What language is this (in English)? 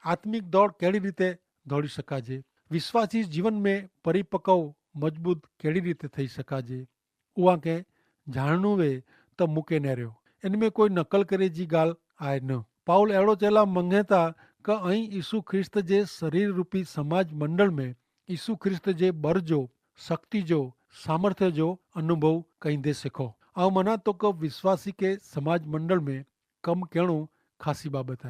Kachhi